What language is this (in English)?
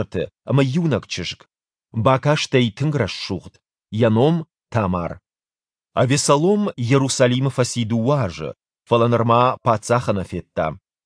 Ossetic